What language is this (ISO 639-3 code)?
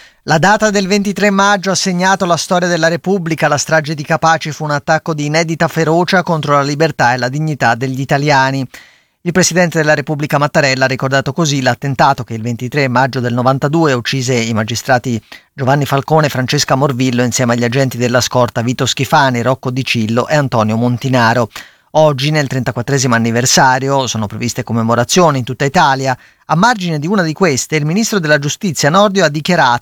ita